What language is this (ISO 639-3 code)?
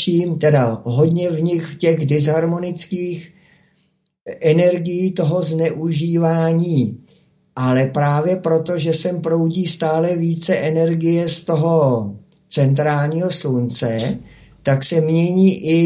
ces